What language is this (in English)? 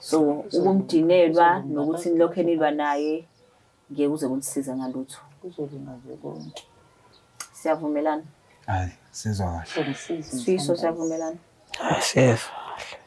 Zulu